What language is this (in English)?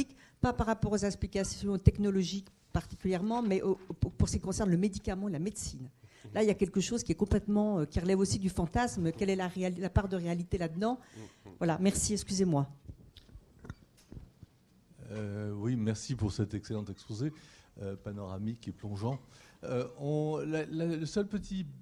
French